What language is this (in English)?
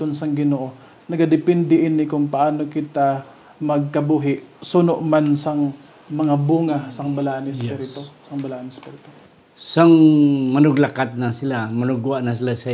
Hiligaynon